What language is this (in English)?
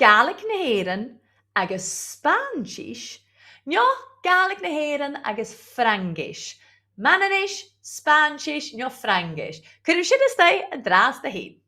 Scottish Gaelic